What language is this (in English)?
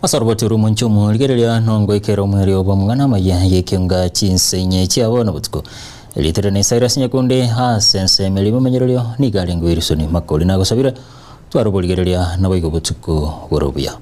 Gusii